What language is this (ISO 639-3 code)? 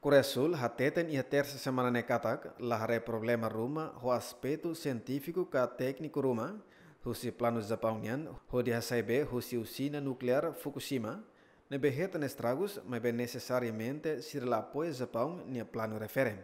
tet